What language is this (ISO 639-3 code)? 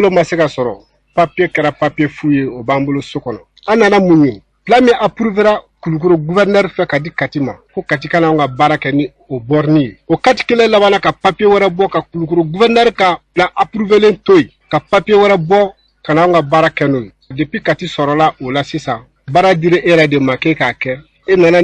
bam